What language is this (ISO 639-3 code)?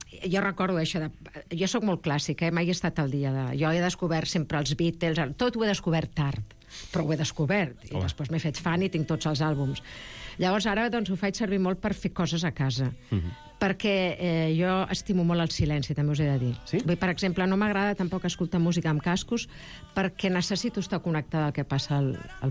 cat